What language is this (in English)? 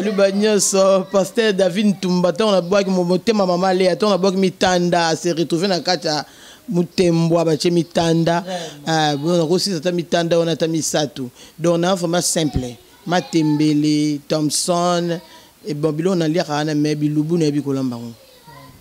Lingala